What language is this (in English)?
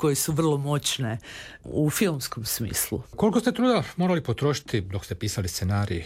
Croatian